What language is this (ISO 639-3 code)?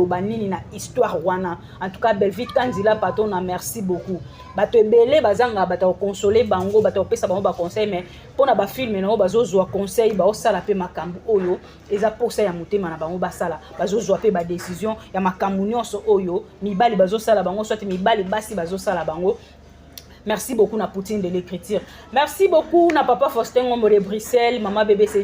lin